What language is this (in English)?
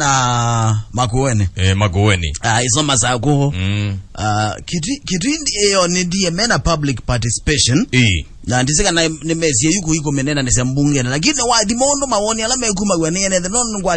Kamba